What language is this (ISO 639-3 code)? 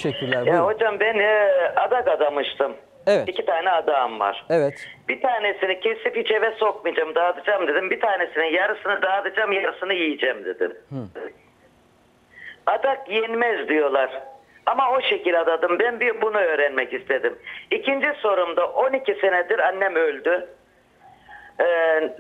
tur